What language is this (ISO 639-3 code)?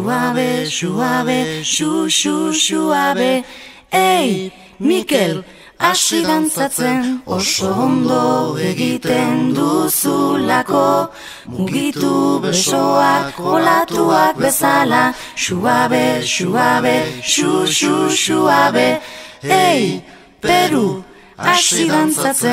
eus